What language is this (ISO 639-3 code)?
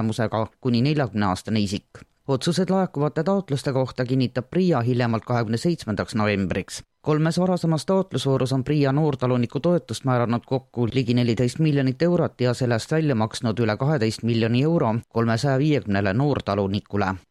est